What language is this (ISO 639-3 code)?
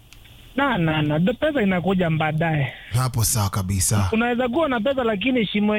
swa